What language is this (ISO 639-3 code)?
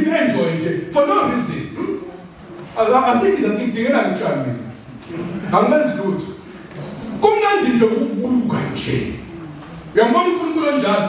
zul